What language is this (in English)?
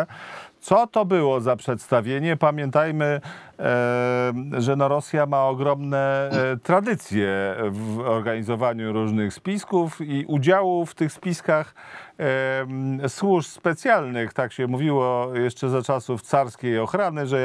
Polish